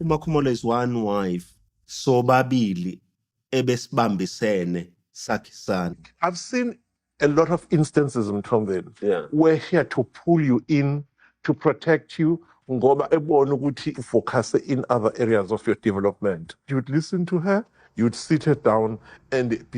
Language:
Zulu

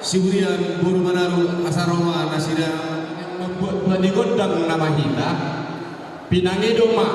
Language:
Batak Toba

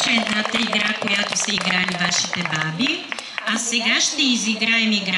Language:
Bulgarian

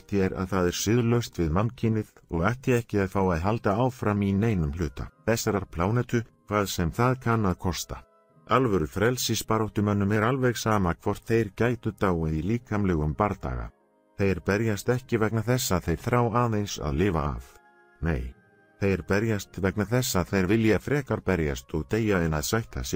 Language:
Icelandic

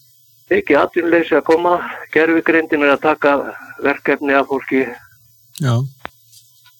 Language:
Icelandic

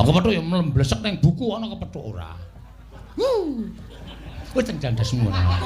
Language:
Javanese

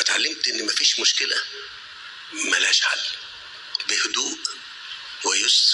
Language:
Egyptian Arabic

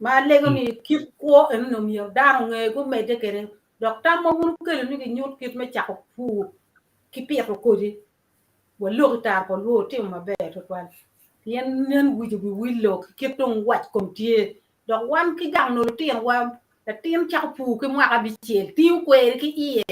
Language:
Acoli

